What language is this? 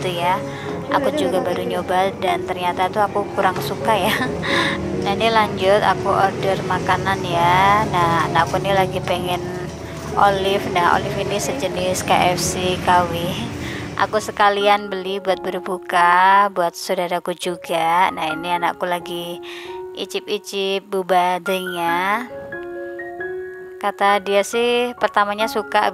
Indonesian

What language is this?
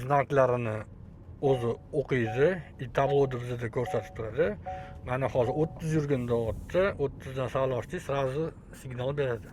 Uzbek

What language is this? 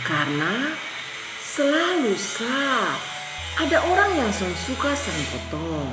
Kupang Malay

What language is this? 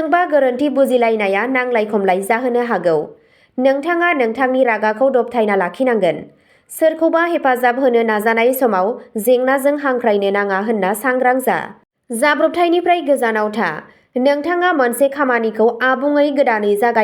Bodo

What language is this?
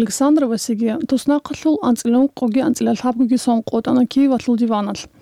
Avaric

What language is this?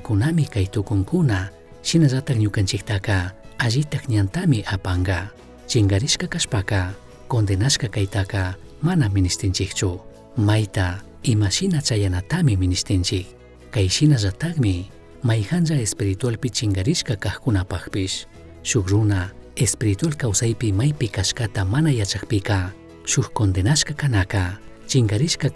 Chimborazo Highland Quichua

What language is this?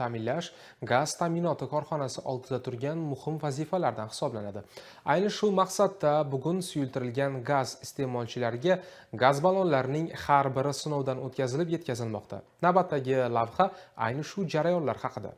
Uzbek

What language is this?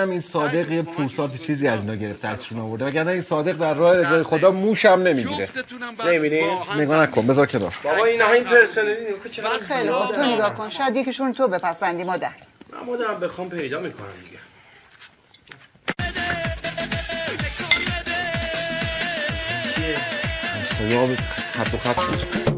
Persian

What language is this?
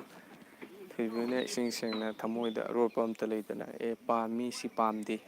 Manipuri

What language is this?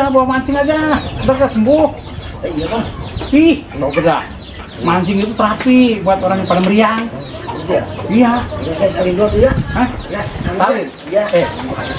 Betawi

